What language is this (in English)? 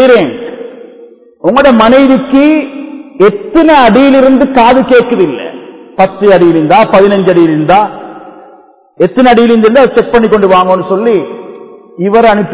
Tamil